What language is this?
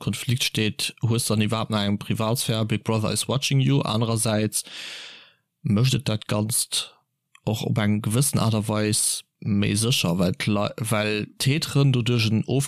Luxembourgish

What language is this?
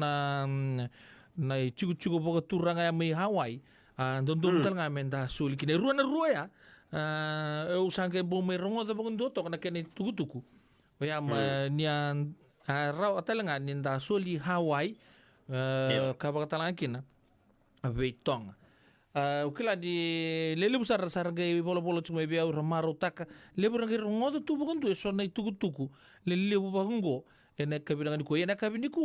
Fijian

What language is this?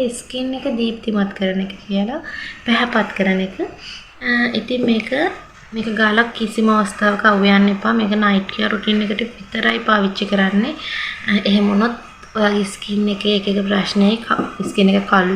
Sinhala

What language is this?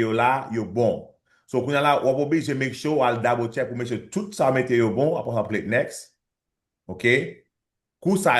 Haitian Creole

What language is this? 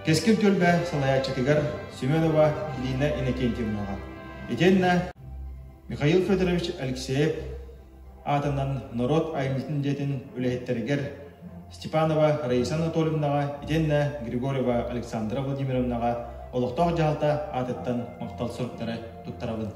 Yakut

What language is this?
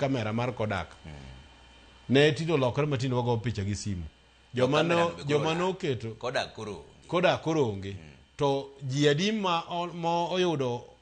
Luo (Kenya and Tanzania)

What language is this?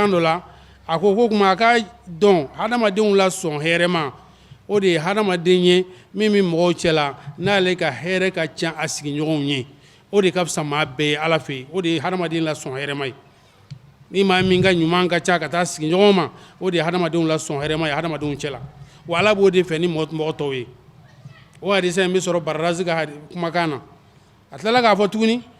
Bambara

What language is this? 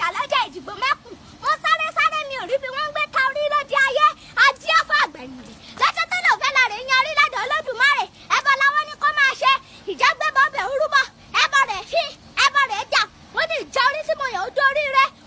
Yoruba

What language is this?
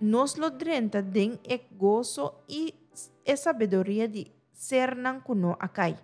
Papiamento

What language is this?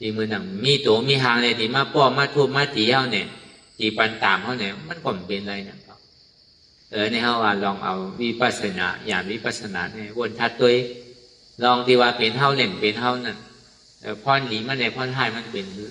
Shan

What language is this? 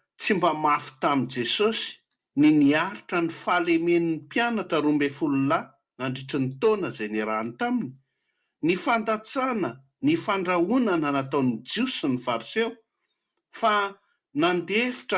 Malagasy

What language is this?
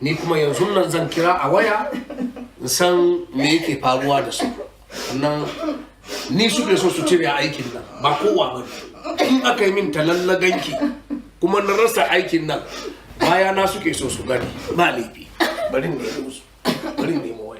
Hausa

